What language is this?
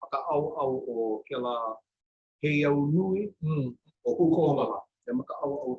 Hawaiian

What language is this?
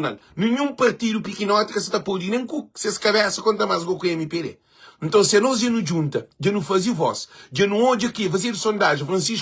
Kabuverdianu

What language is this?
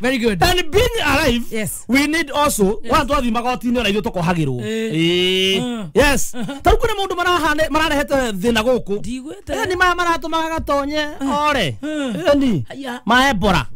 Kikuyu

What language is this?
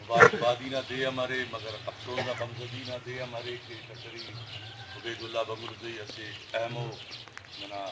Brahui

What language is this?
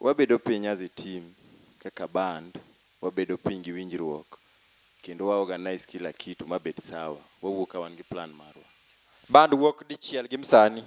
Luo (Kenya and Tanzania)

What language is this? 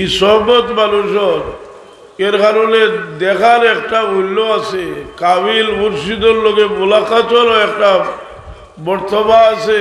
Sylheti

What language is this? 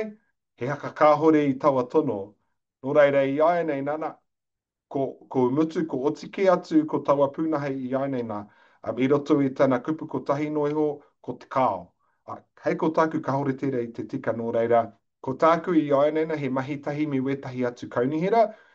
Māori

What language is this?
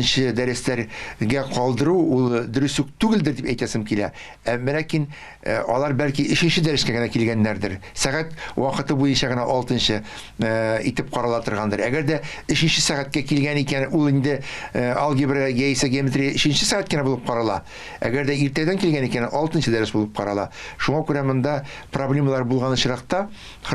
Tatar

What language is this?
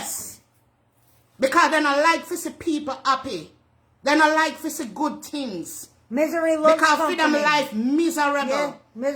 Jamaican Creole English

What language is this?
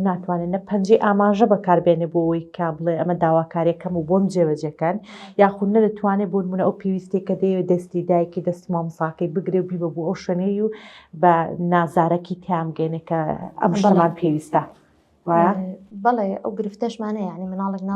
Central Kurdish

